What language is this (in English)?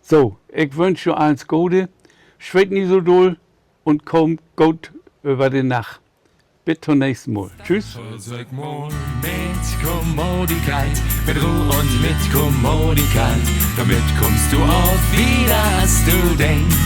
Low German